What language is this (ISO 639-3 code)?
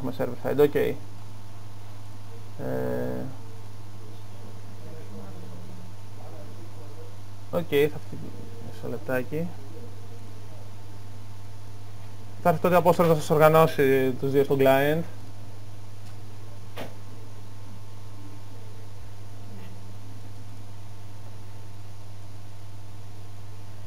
ell